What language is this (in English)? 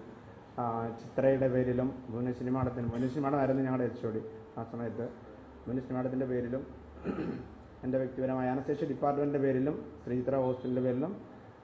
Malayalam